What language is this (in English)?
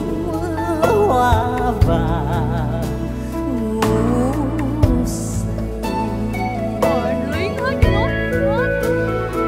Vietnamese